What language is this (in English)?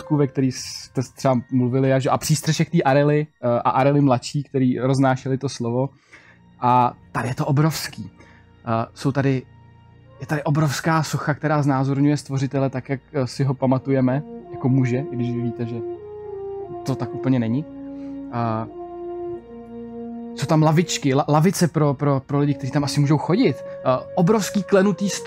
Czech